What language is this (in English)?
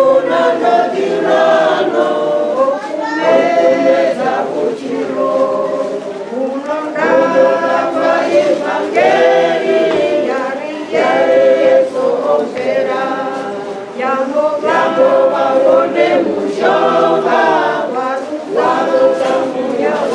Venda